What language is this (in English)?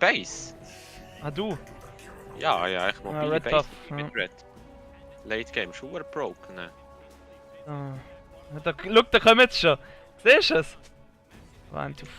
Swiss German